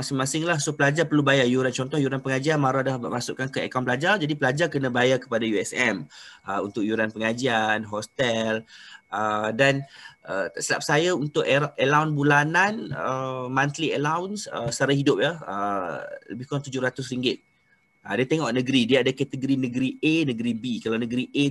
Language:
Malay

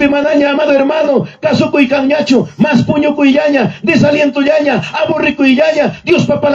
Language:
Ayacucho Quechua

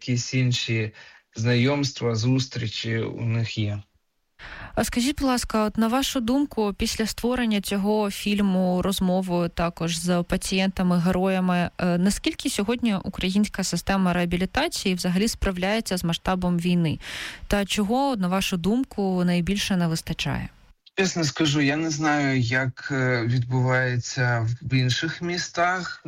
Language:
Ukrainian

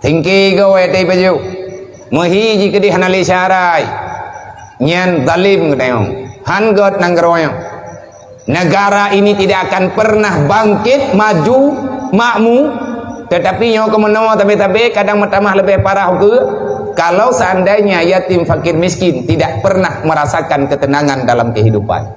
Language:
Achinese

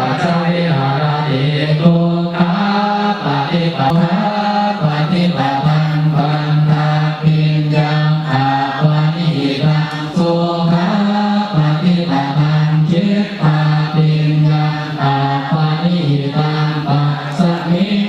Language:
Pali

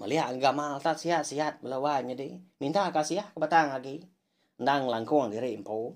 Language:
Iban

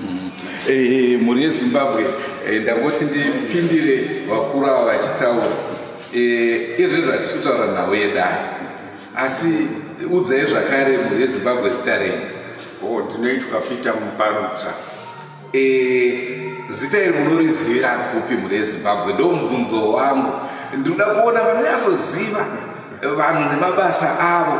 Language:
Shona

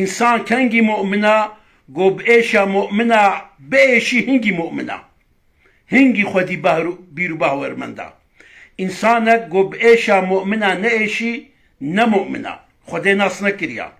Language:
Kurdish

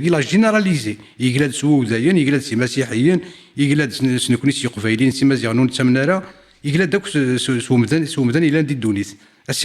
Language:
Kabyle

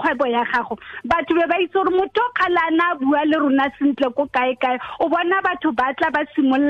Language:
Tswana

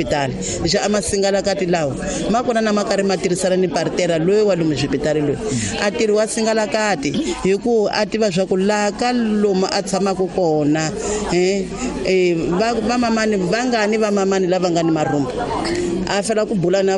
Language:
Tsonga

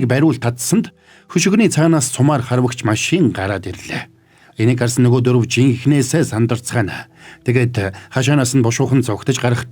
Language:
Mongolian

